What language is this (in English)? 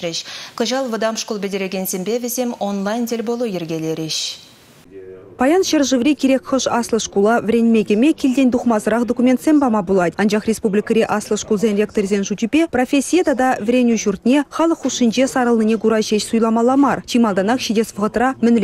Chuvash